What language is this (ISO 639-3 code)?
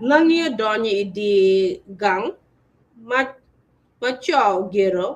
ach